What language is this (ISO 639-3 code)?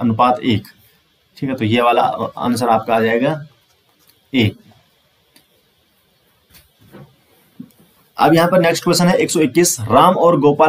hin